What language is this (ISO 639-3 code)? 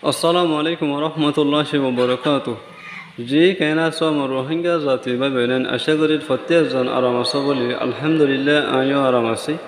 rhg